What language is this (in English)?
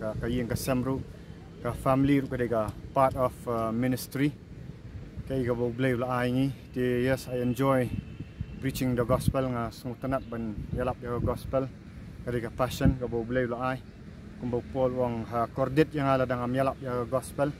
Khasi